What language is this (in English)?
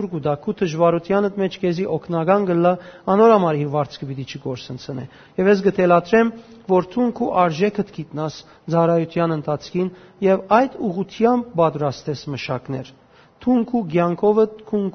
Western Armenian